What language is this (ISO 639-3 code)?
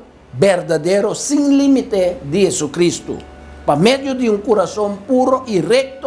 pap